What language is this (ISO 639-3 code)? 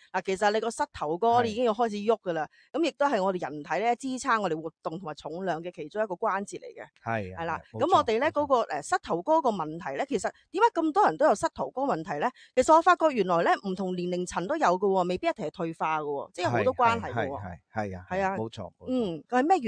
yue